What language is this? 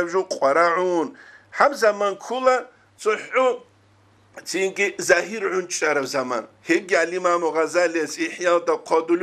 Avaric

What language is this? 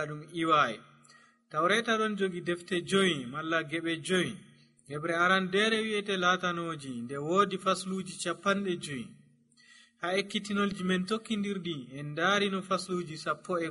Nigerian Fulfulde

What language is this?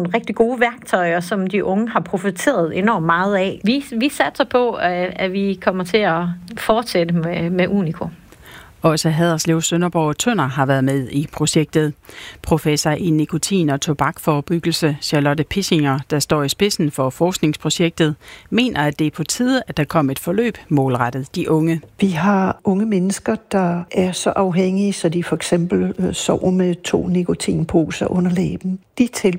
Danish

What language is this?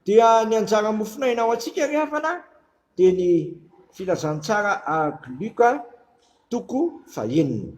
Malagasy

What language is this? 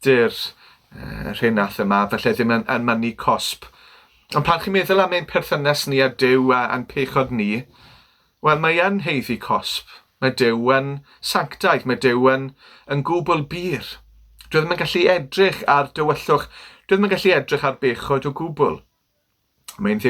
Welsh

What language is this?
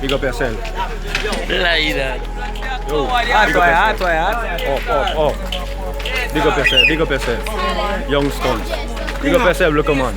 Jamaican Creole English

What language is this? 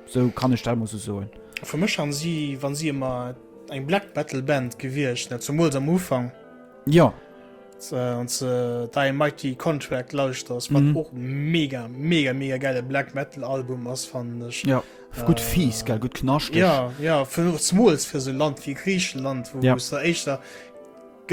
Luxembourgish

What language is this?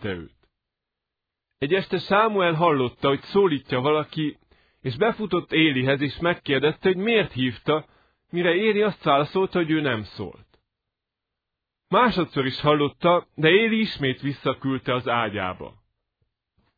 Hungarian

